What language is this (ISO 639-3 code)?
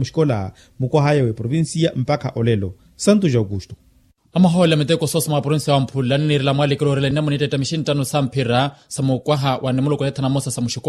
vmw